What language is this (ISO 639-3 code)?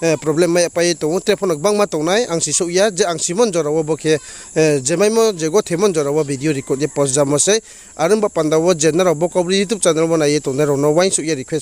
ria